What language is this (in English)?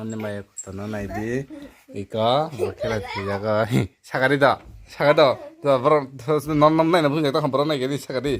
Kok Borok